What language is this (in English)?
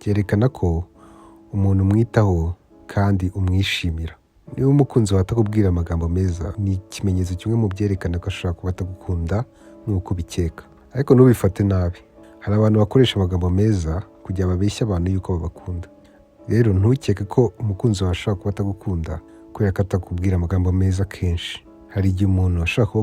Kinyarwanda